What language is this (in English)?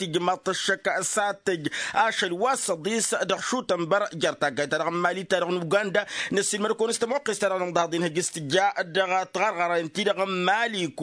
Tamasheq